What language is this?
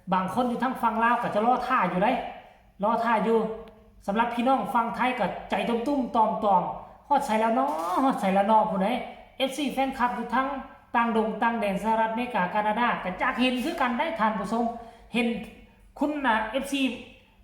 Northeastern Thai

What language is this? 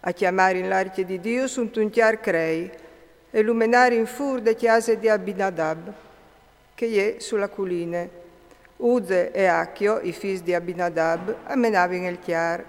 Friulian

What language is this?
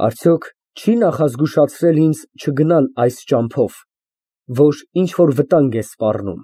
Armenian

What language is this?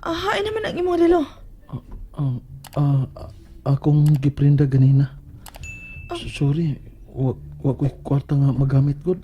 Cebuano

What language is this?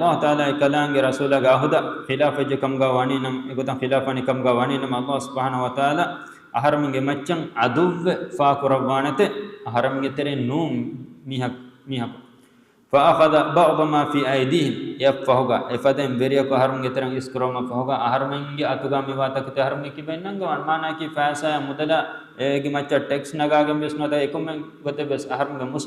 Divehi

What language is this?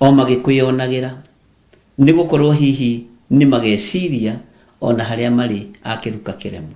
Kikuyu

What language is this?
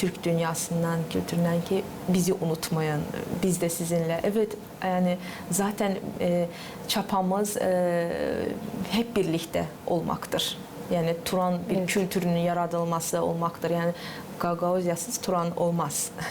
Gagauz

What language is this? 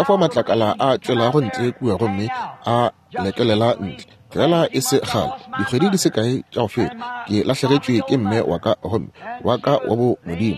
Northern Sotho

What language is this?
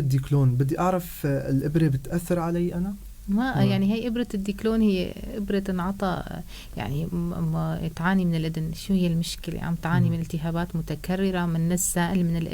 North Levantine Arabic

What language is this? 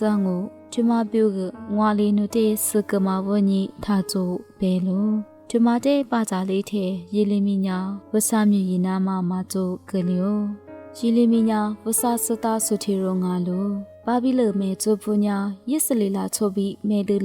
Lisu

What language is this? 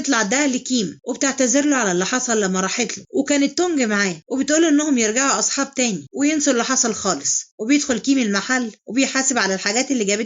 Egyptian Arabic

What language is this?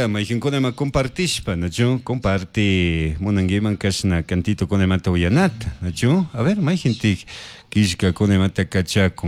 Chimborazo Highland Quichua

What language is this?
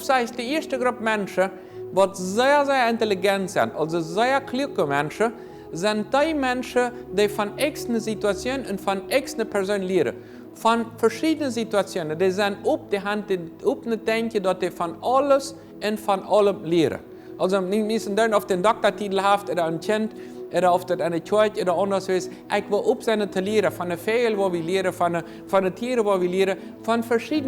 Plautdietsch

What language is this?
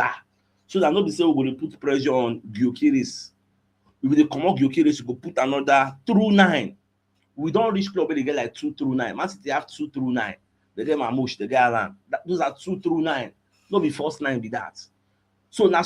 Nigerian Pidgin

